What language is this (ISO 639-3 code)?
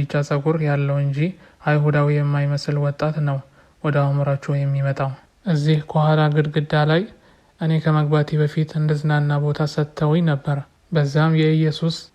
amh